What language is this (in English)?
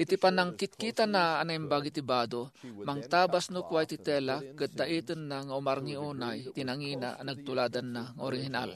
Iloko